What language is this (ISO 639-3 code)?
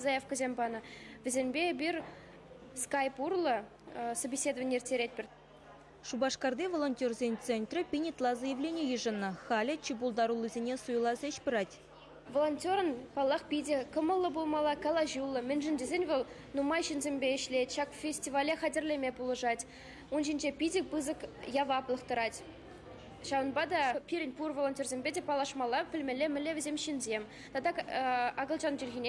chv